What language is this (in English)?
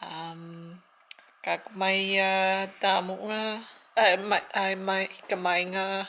Hiligaynon